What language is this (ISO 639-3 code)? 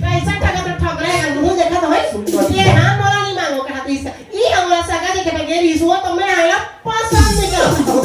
hne